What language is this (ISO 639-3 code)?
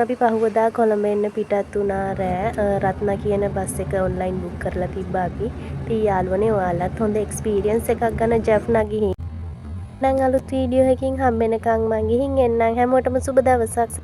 sin